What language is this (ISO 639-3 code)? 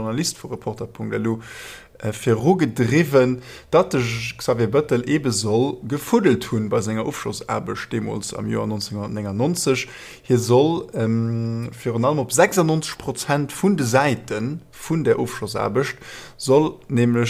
ltz